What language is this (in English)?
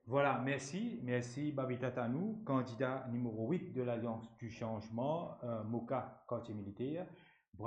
Morisyen